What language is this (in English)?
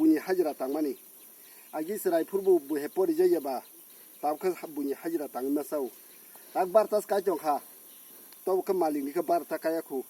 Kok Borok